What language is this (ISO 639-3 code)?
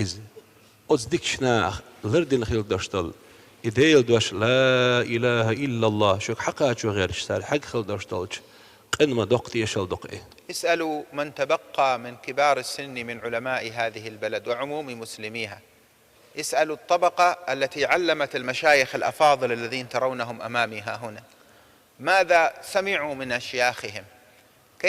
che